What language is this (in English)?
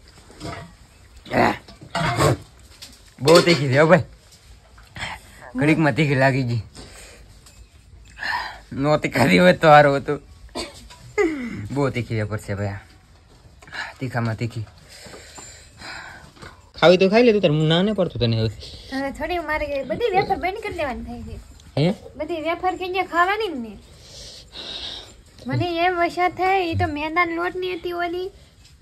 Gujarati